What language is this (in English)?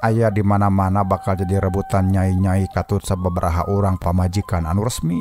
Sundanese